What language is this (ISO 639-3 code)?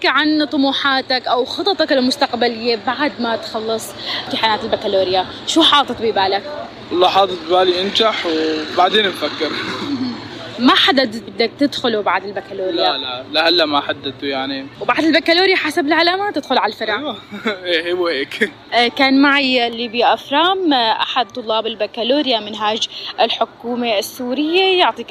apc